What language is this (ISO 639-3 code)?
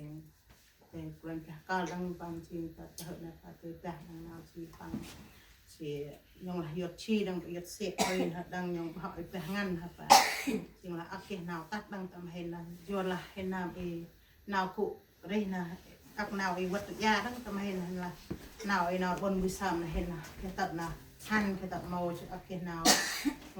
cmo